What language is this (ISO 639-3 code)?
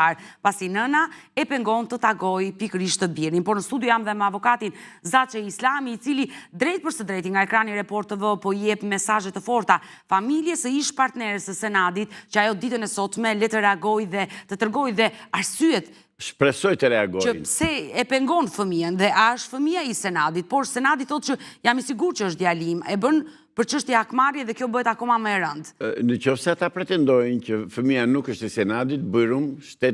sqi